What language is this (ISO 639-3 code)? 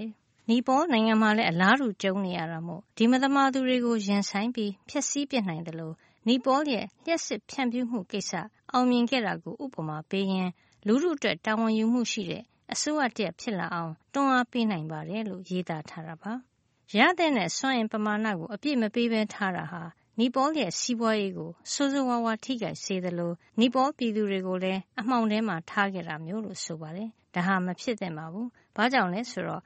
mya